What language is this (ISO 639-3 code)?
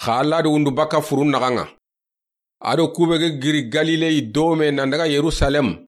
snk